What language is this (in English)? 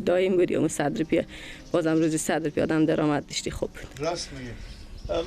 Persian